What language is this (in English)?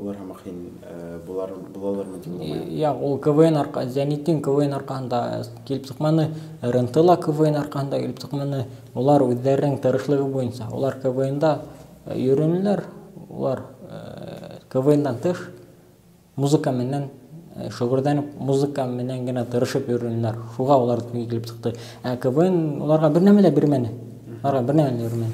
Bashkir